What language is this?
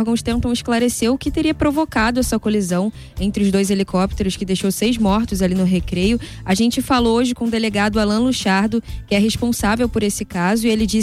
Portuguese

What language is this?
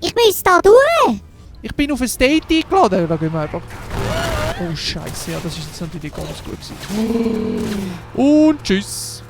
Swiss German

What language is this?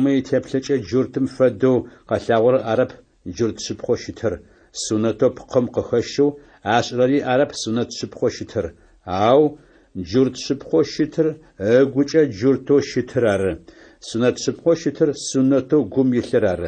Adyghe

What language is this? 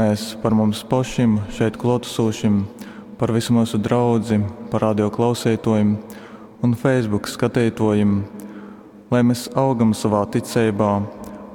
Latgalian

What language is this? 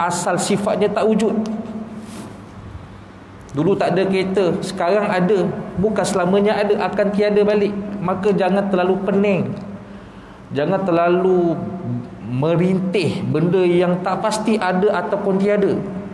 Malay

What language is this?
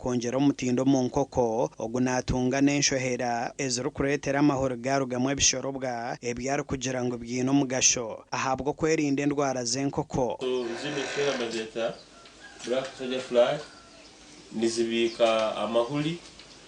Nyankole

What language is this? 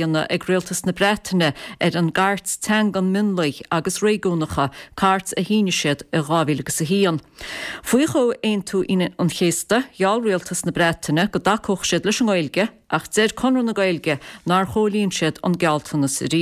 Irish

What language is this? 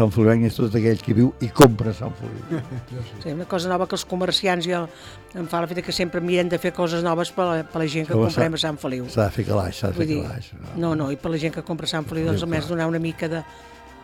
Catalan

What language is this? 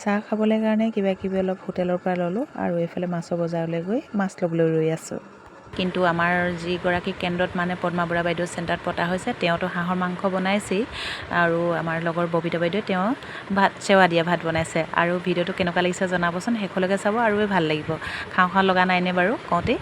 Assamese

